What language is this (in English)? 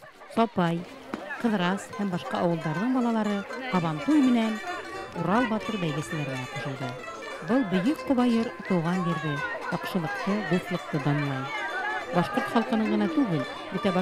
Bashkir